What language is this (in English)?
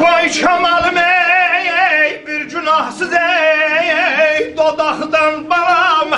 South Azerbaijani